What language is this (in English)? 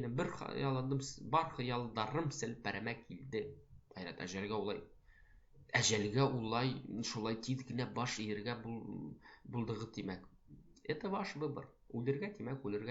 Bashkir